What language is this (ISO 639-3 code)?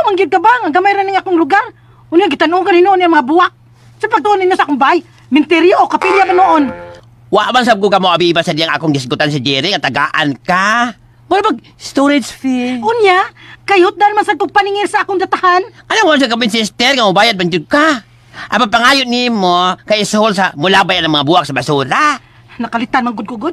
ceb